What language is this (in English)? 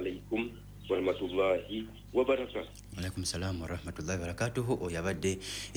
Ganda